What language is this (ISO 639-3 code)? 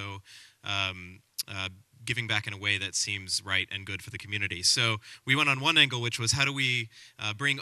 eng